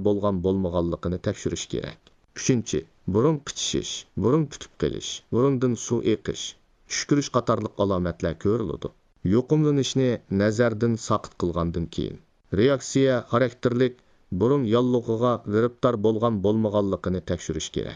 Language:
Uyghur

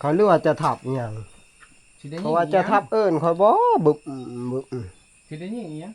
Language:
Northeastern Thai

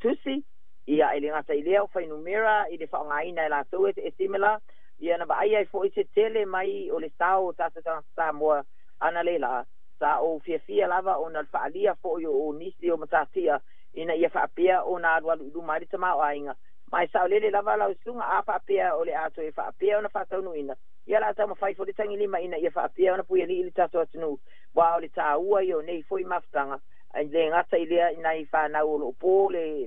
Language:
Samoan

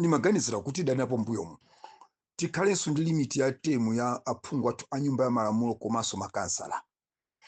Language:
Nyanja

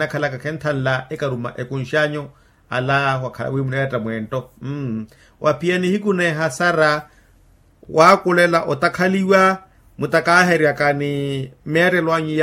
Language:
Makhuwa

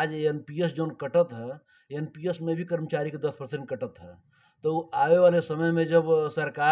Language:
Bhojpuri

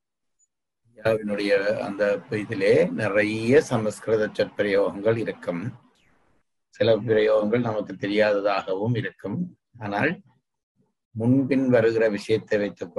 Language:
Tamil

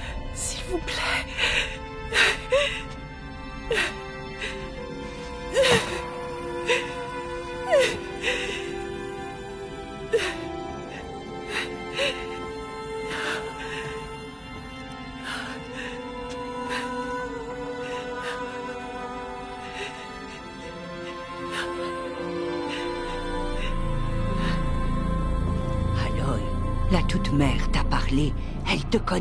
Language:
French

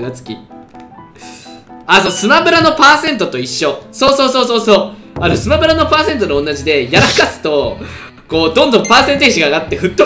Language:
Japanese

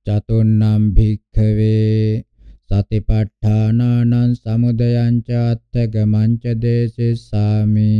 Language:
Pali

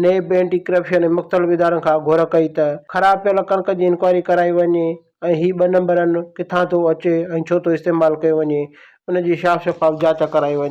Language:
Sindhi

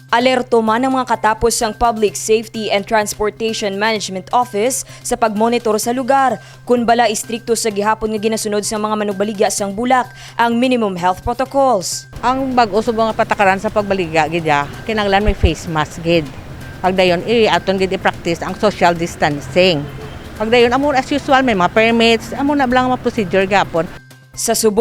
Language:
Hiligaynon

